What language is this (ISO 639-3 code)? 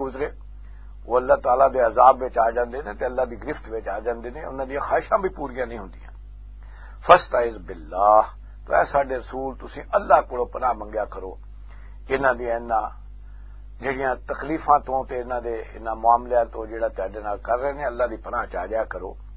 lah